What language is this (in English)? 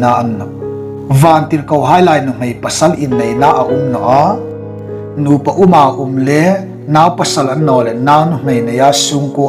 Hmar